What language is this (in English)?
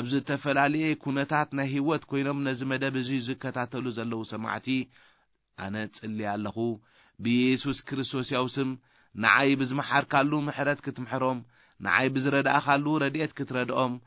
Tigrinya